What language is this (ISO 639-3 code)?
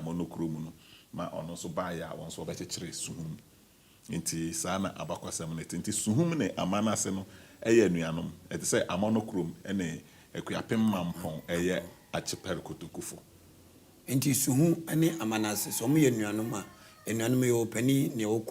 aka